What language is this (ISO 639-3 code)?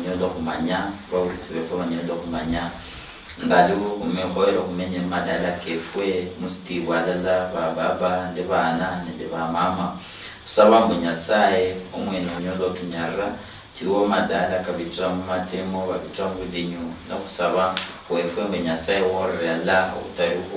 luy